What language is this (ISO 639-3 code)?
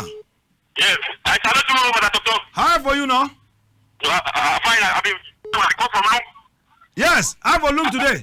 wes